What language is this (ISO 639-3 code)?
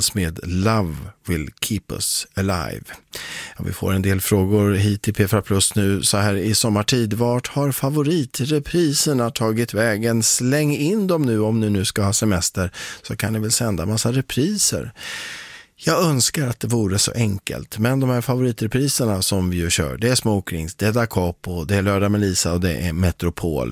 swe